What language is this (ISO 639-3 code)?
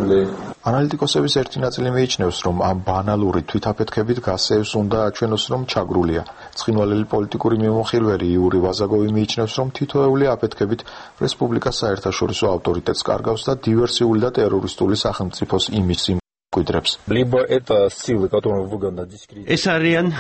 kat